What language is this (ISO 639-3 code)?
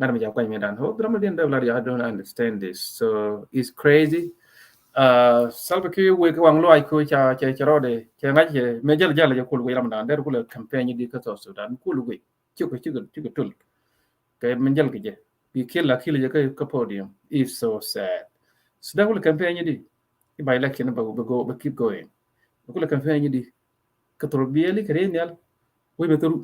nus